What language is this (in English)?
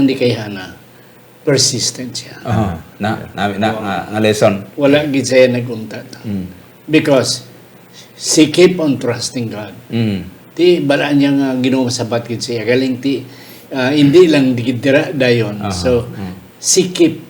Hiligaynon